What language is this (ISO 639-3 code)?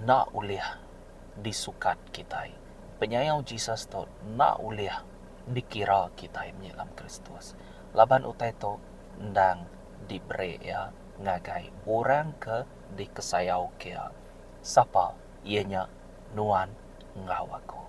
iba